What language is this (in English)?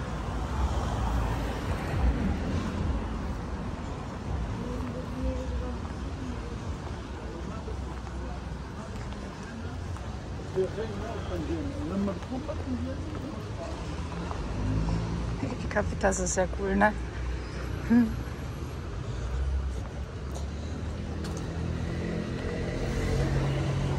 German